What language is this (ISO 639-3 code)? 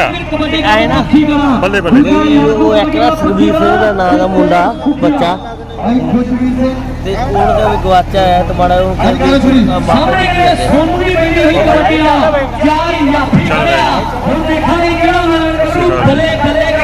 pan